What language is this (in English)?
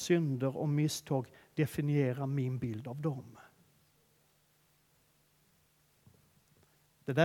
Swedish